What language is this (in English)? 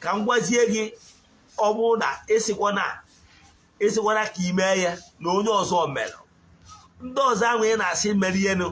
Igbo